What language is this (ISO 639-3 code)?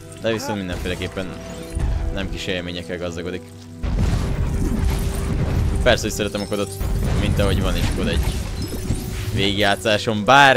hun